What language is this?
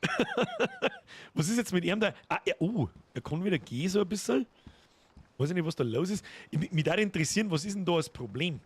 Bavarian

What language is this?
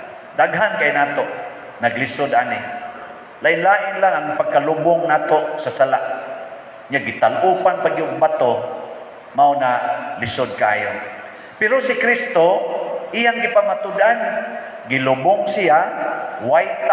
Cebuano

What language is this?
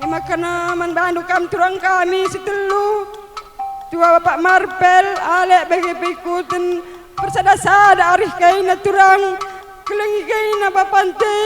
Batak Karo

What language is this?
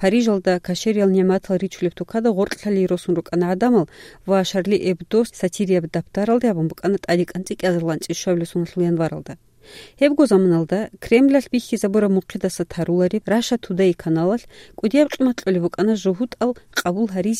Avaric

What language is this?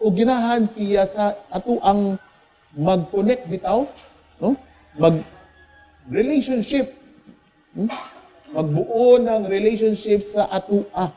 Cebuano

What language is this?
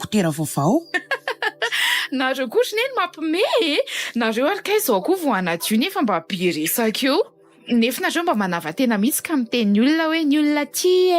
Malagasy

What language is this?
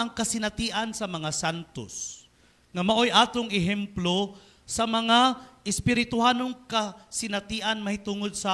Cebuano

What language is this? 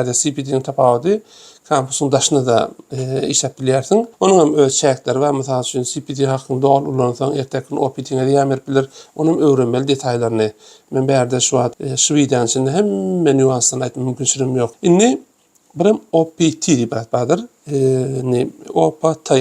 Turkmen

